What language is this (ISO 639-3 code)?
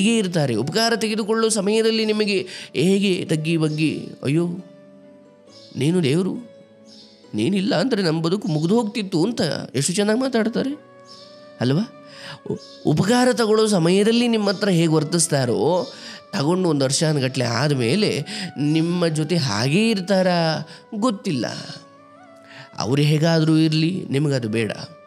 kan